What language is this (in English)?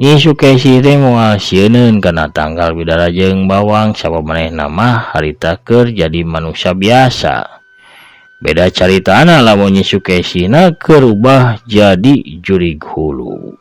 Sundanese